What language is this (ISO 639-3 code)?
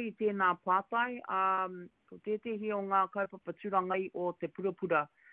mri